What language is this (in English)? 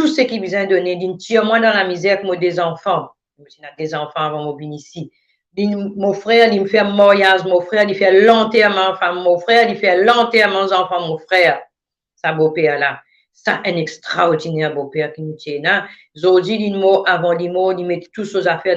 Morisyen